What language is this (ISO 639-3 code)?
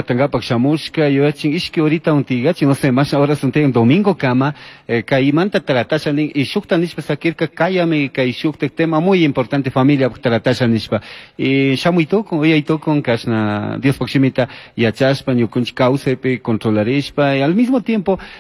qug